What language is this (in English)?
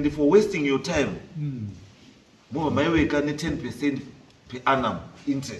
Shona